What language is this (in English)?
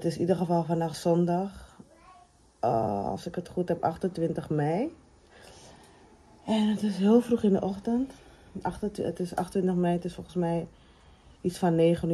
Dutch